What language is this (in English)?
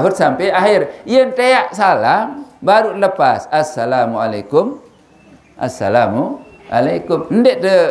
Sasak